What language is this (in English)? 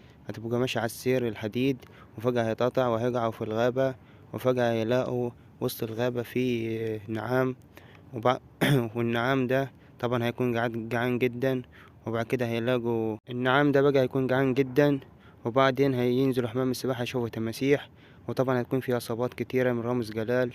Egyptian Arabic